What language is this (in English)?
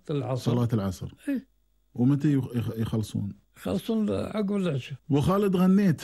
Gulf Arabic